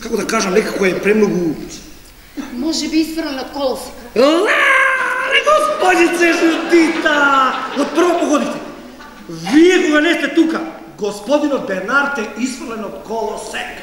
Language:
Macedonian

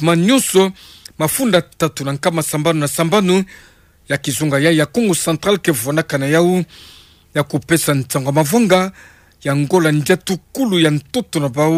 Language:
Kituba (Democratic Republic of Congo)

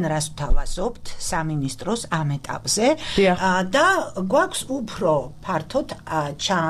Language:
Georgian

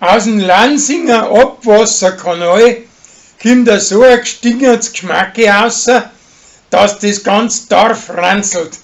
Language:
Bavarian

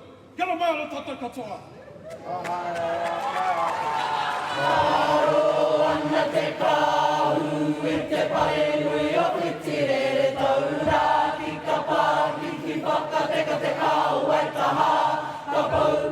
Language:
Māori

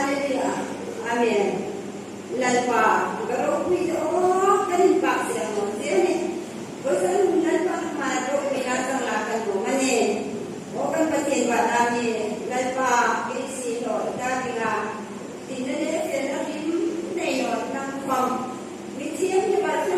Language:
Hmar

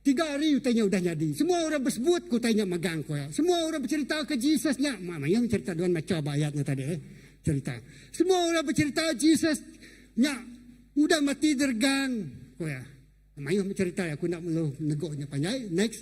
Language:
Iban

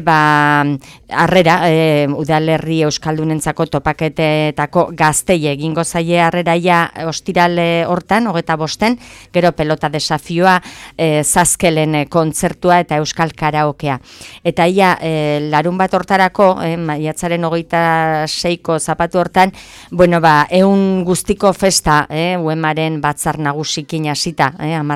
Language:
Basque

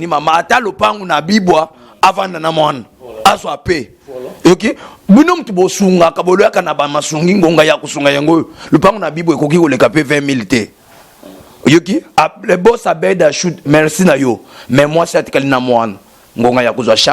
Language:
Lingala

